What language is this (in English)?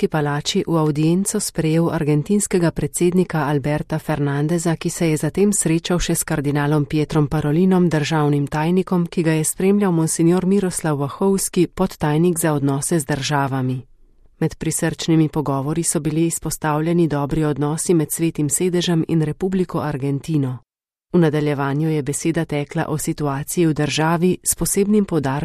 Slovenian